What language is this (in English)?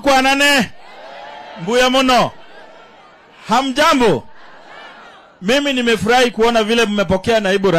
Swahili